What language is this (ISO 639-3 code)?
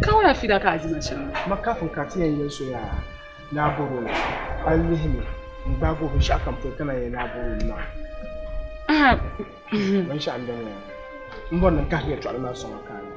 dag